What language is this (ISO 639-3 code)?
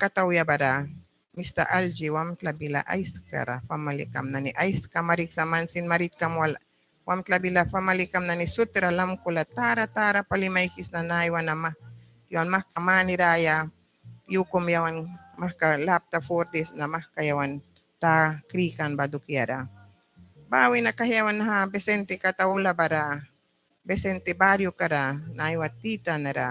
miq